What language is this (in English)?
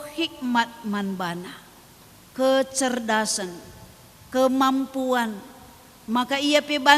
Batak Karo